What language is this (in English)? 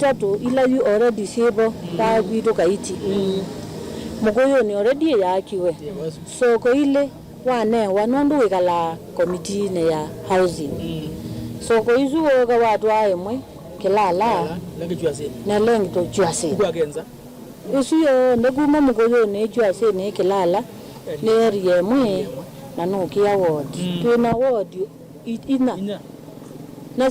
Kamba